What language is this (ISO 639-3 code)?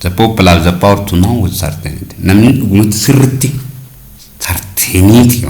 orm